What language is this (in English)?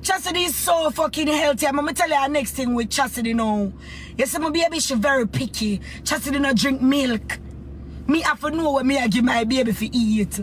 Jamaican Creole English